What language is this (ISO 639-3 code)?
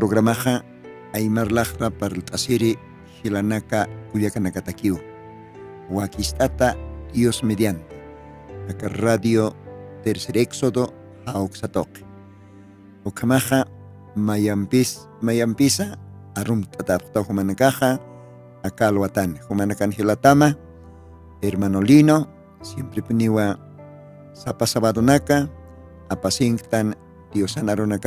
aym